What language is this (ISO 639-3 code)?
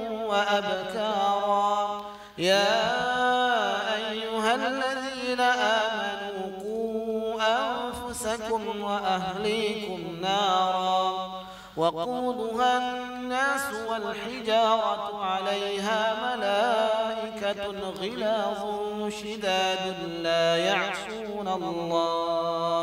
ara